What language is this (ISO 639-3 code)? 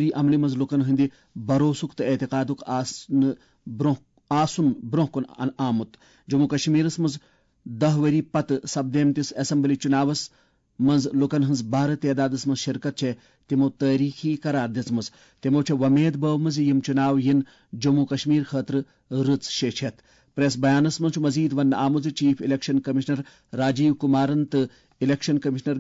kas